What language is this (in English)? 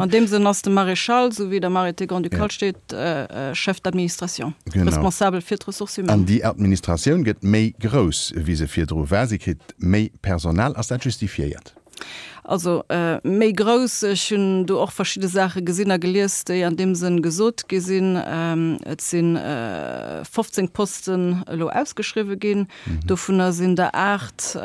Luxembourgish